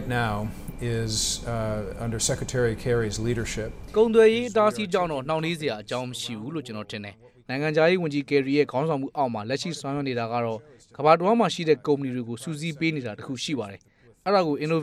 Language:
Burmese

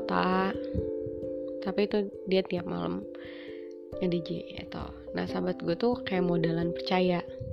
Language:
Indonesian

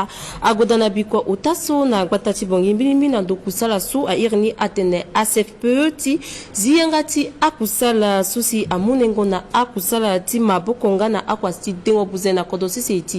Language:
Sango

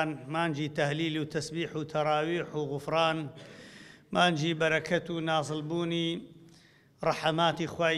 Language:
Central Kurdish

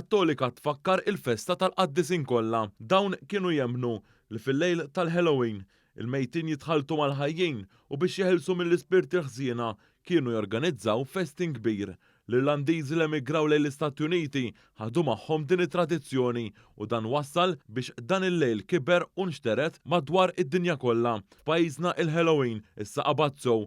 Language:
Maltese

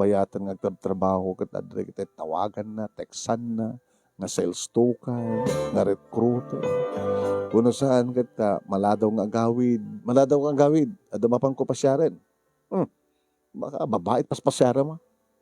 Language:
Iloko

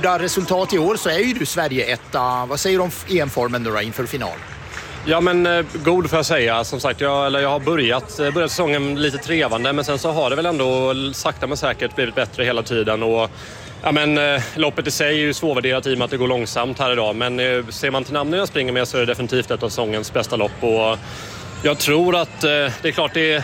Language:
Swedish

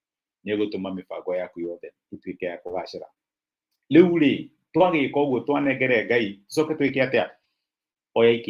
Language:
Kikuyu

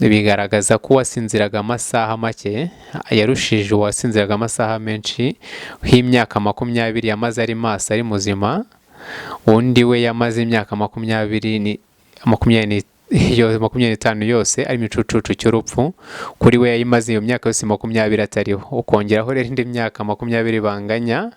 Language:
Kinyarwanda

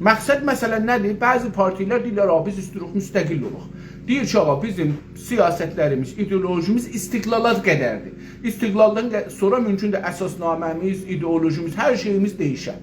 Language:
South Azerbaijani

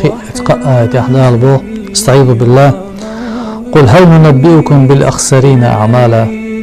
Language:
Chechen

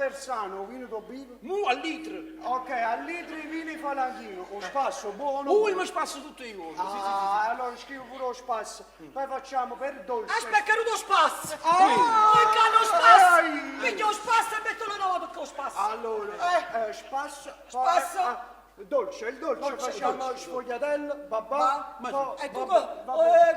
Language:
Neapolitan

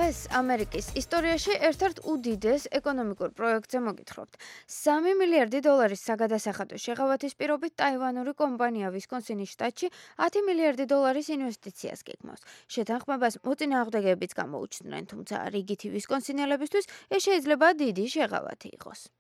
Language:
Georgian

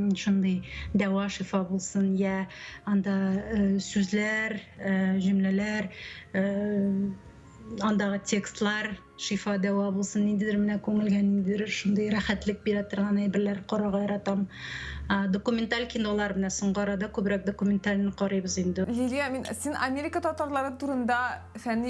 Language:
Tatar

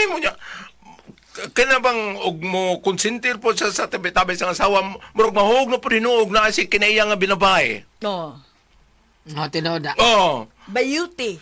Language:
Cebuano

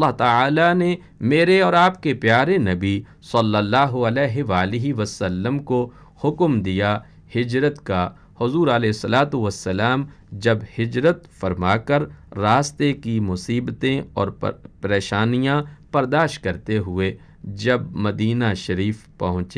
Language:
Urdu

